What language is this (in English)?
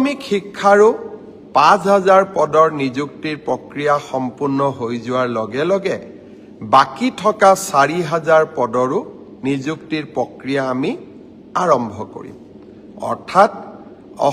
Assamese